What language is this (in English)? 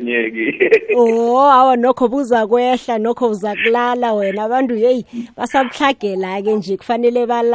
South Ndebele